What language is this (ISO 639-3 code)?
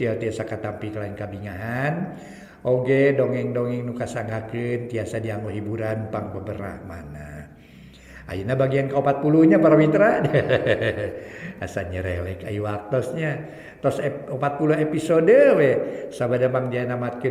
sun